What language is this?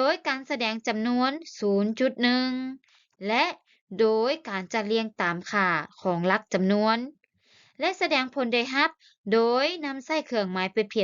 Lao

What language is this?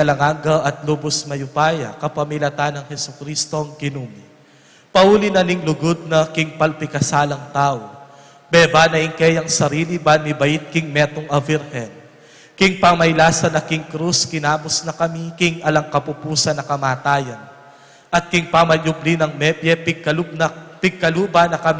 Pampanga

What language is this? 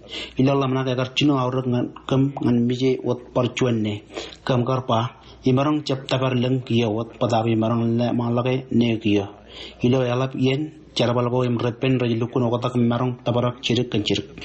Marshallese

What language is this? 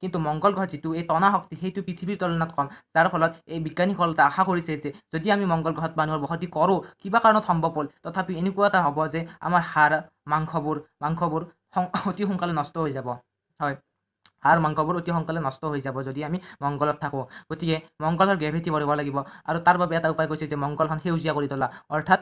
Assamese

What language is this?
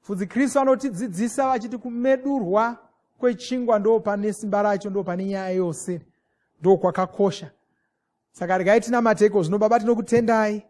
Shona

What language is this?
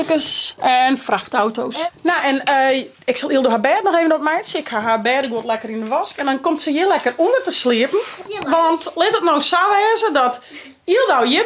Western Frisian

